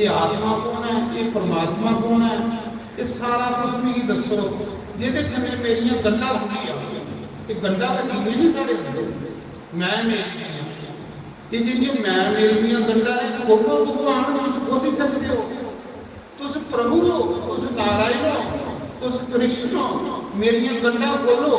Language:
Dogri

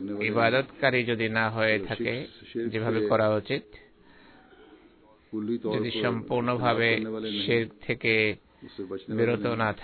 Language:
Bangla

